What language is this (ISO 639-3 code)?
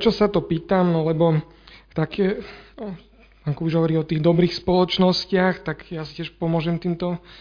slk